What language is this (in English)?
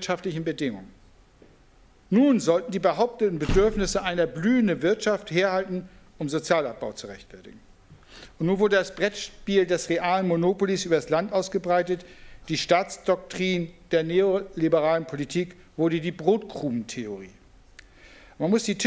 German